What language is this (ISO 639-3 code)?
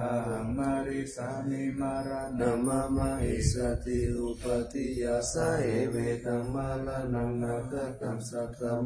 pli